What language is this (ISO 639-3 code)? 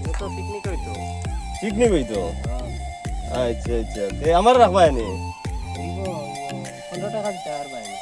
syl